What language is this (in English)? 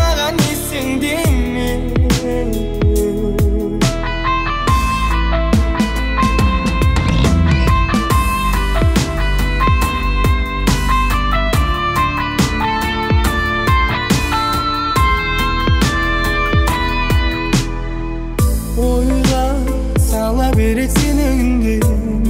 Kazakh